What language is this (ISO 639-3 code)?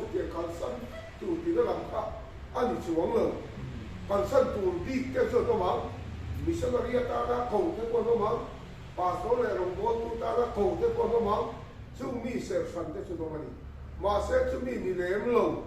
lus